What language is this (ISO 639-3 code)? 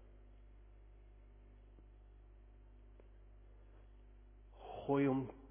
afr